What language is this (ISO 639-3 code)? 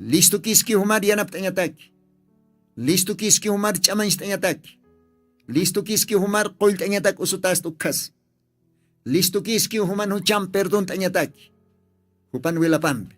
aym